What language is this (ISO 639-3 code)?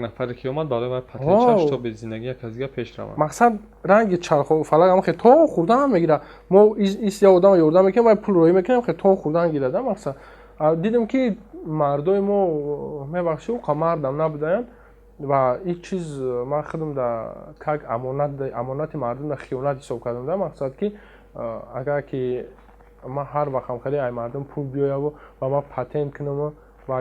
tgk